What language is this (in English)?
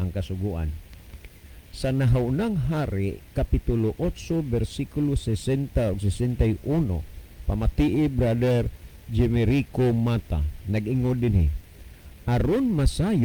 Cebuano